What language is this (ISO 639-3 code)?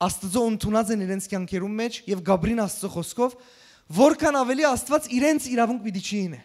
hyw